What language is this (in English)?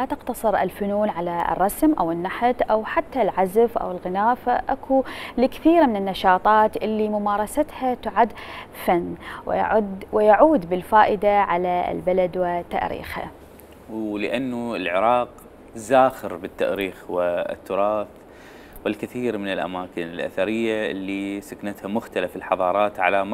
Mesopotamian Arabic